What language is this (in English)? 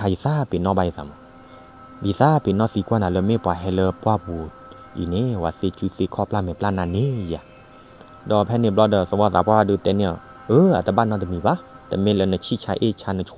S'gaw Karen